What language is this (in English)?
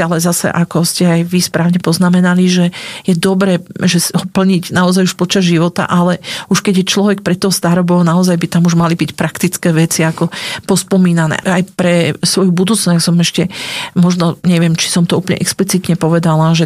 Slovak